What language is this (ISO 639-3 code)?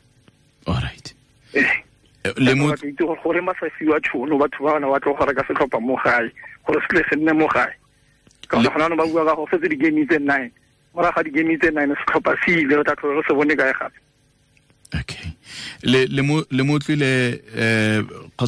tsn